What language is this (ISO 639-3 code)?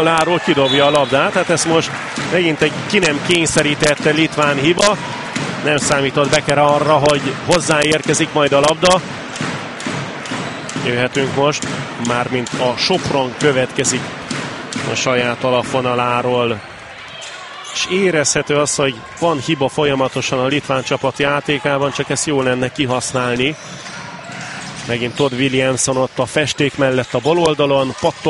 hun